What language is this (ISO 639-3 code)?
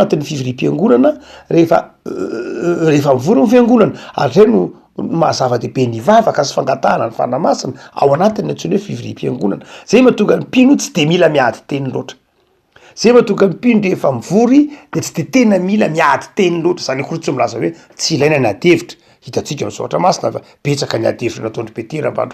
mlg